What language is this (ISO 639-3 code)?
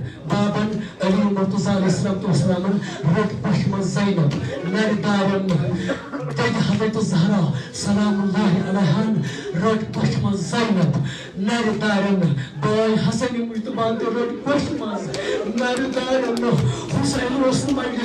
kas